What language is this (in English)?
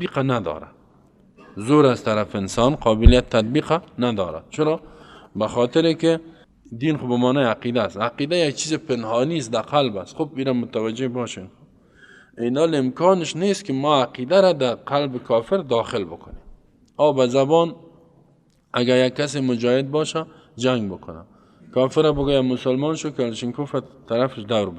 Persian